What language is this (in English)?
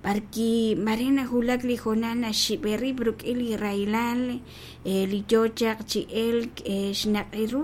Kekchí